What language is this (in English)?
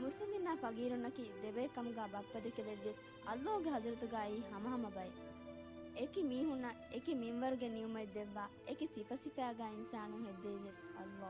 Divehi